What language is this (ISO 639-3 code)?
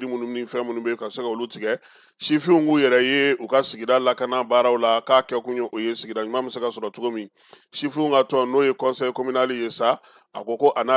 bam